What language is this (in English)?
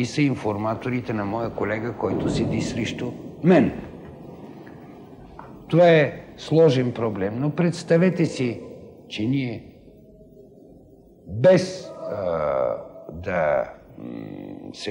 Bulgarian